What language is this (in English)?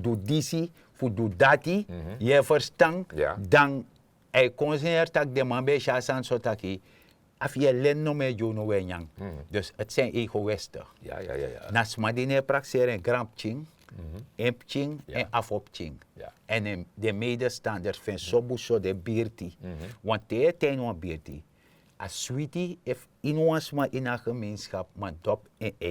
Sranan Tongo